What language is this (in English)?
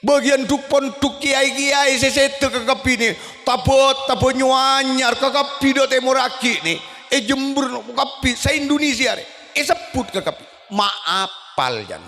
Madurese